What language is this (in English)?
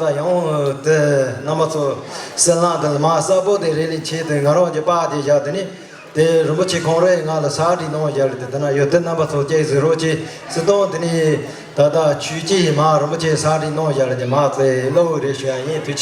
Tibetan